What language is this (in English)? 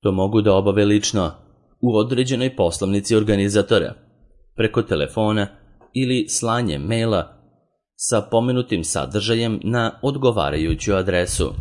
Serbian